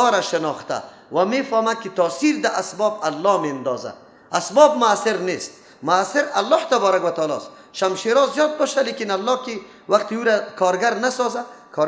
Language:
Persian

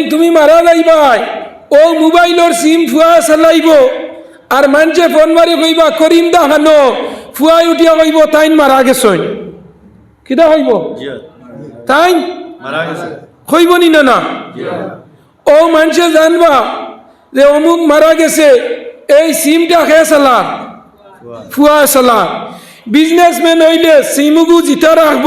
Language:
Sylheti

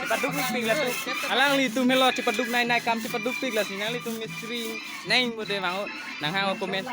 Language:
Karbi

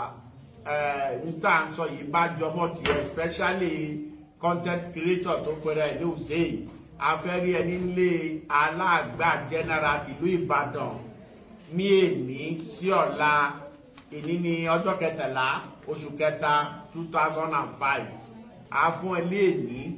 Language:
Yoruba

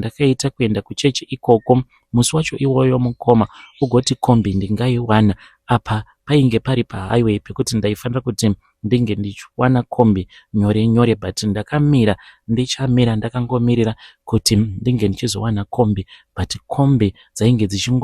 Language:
Shona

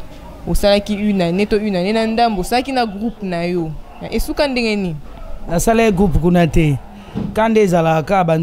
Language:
Lingala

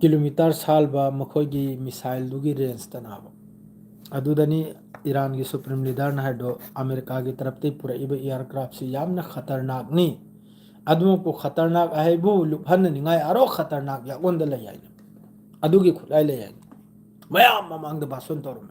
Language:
Manipuri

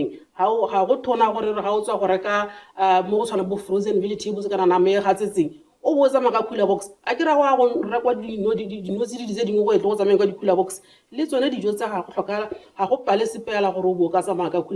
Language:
Tswana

